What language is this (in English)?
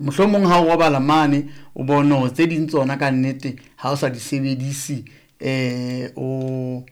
Southern Sotho